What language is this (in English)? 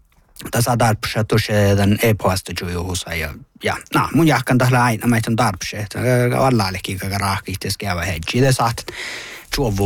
Northern Sami